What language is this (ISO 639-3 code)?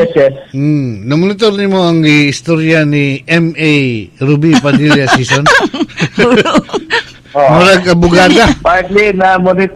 ceb